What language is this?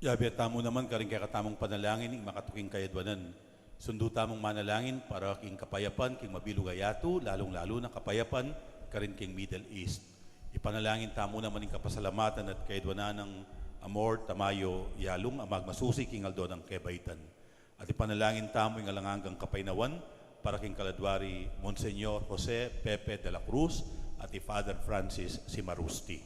Pampanga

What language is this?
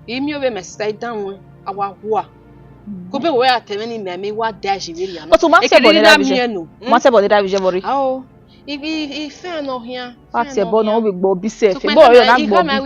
Bini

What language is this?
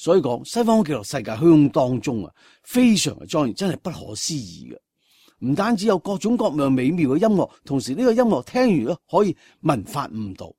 Cantonese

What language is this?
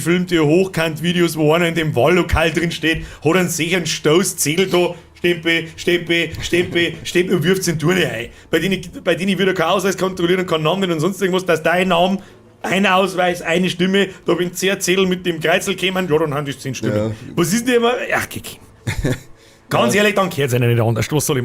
Bavarian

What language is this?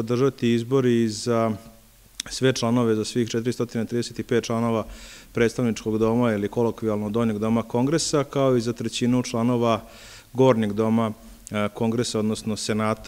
Serbian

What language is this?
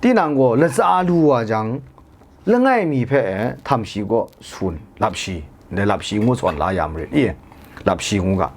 Kachin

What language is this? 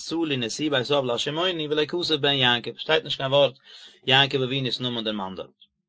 Yiddish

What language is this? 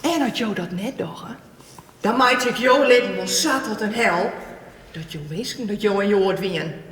Western Frisian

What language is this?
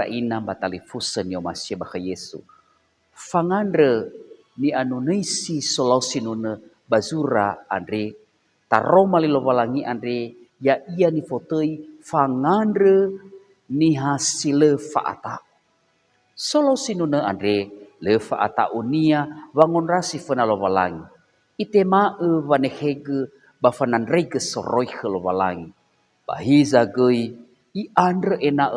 Nias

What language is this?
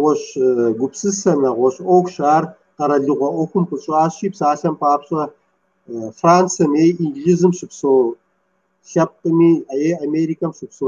Kabardian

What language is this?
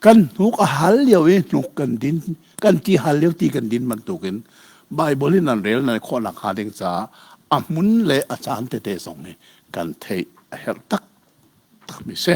Hakha Chin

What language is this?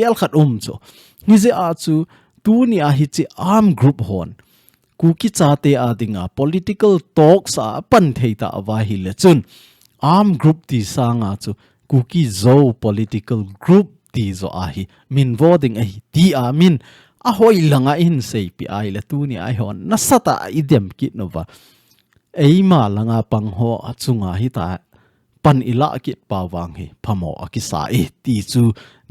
Thado Chin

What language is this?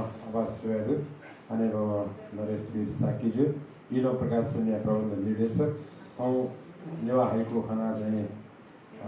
Newari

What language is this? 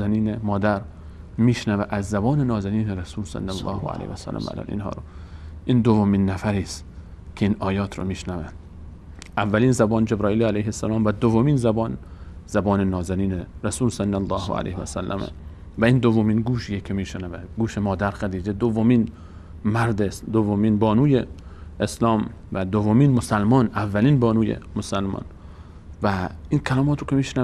Persian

